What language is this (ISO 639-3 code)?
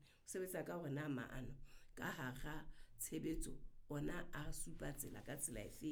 sot